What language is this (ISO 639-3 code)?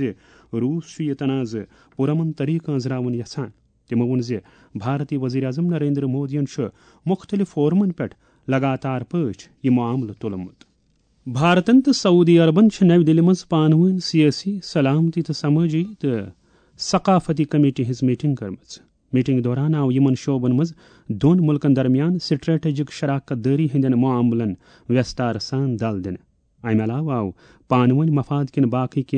kas